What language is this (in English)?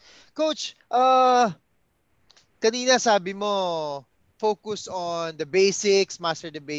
Filipino